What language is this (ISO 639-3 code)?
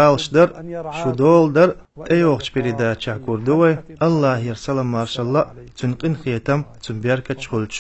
che